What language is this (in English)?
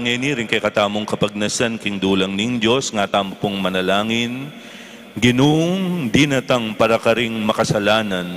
Pampanga